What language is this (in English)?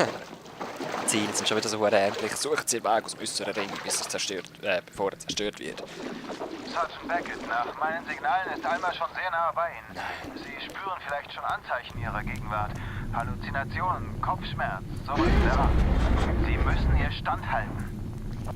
Swiss German